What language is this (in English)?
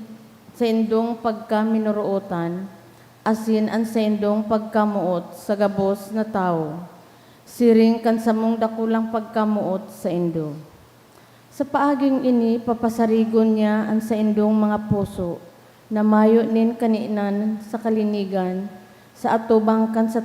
Bikol